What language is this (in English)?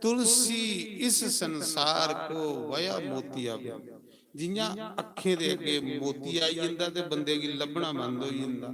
Dogri